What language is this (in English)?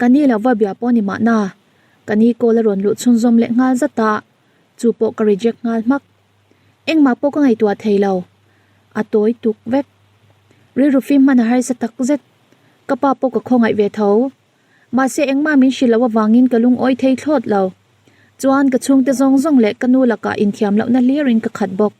Mizo